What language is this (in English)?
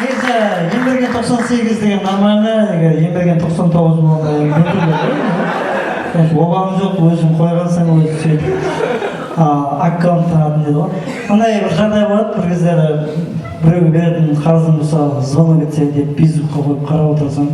Kara-Kalpak